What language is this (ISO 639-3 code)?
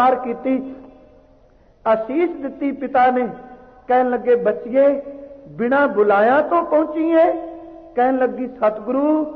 pan